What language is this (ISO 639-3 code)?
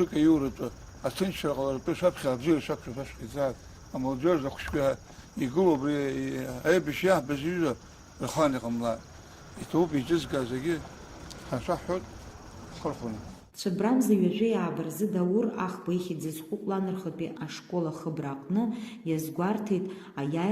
abk